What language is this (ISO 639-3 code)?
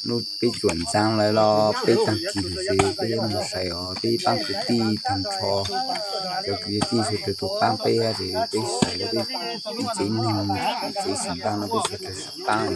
hmn